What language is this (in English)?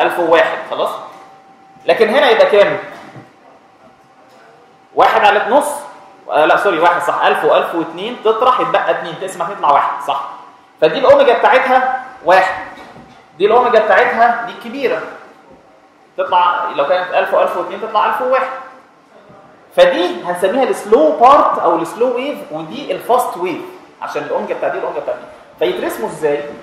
Egyptian Arabic